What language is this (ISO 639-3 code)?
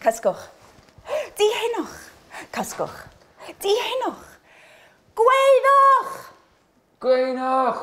cym